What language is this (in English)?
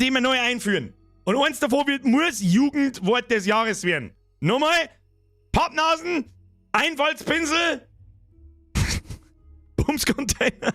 Bavarian